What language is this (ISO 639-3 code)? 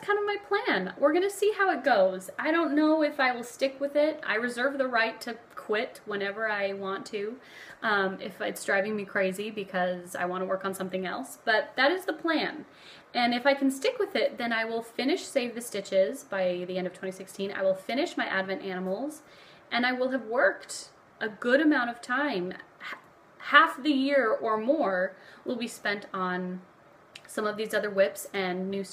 eng